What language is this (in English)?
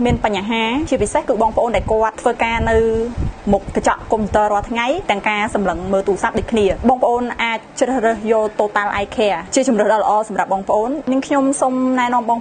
Khmer